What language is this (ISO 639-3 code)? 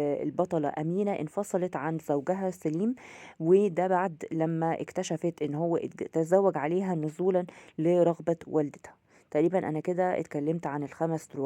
arz